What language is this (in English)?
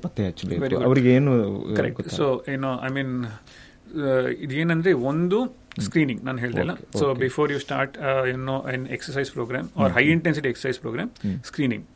Kannada